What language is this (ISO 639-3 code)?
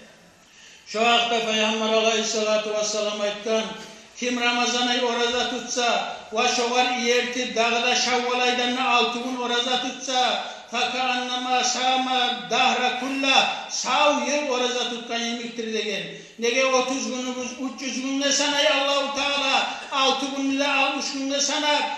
kum